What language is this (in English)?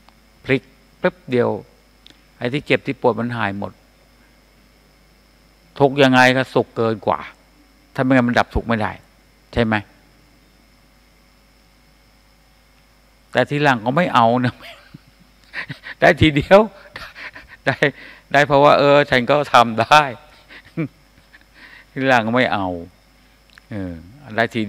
Thai